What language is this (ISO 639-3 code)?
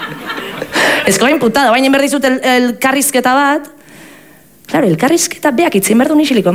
eus